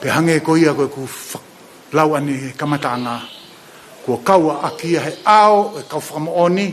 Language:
Tongan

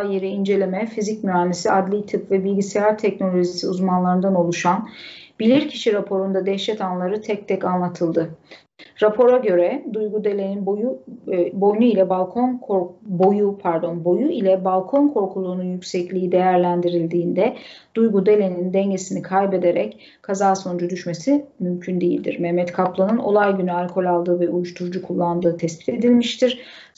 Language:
Turkish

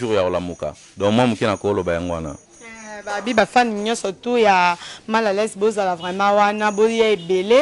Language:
Lingala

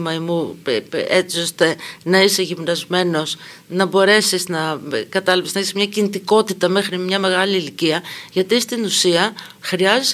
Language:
Greek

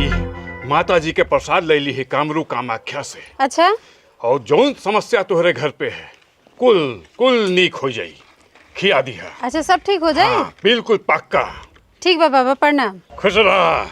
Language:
Bhojpuri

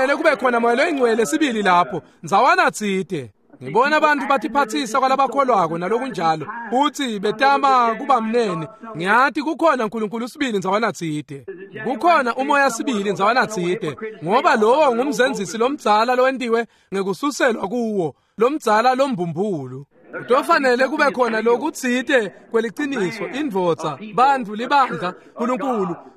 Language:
Swati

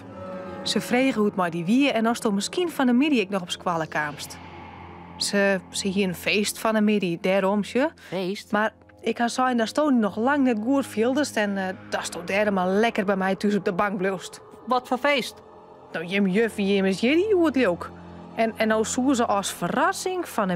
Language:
Western Frisian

